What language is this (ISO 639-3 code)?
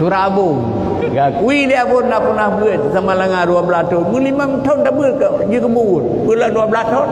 ace